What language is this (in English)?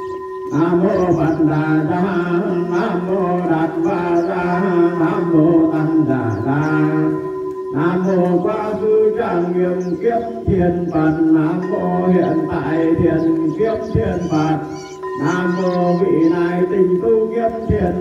Vietnamese